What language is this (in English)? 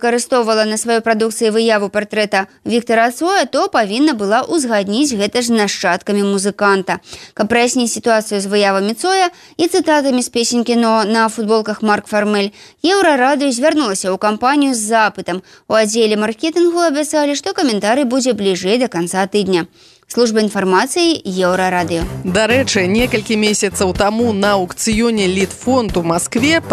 Belarusian